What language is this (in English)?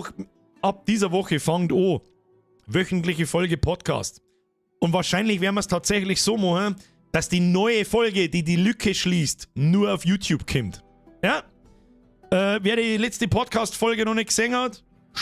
Bavarian